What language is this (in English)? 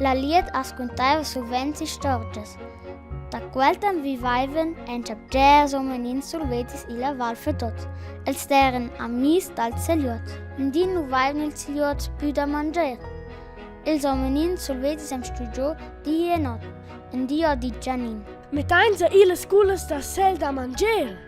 Romansh